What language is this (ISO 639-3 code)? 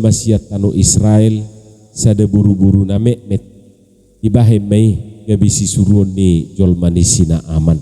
bbc